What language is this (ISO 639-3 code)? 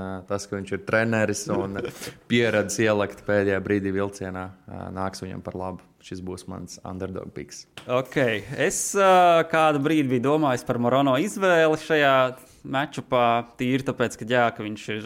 lav